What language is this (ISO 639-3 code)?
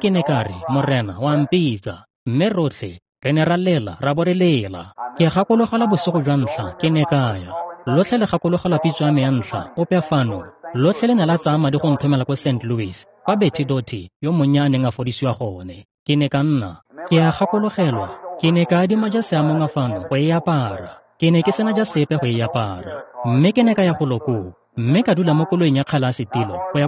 tsn